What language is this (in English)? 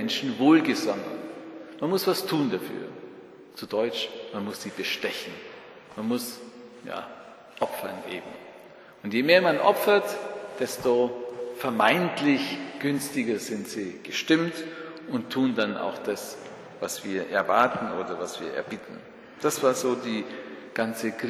German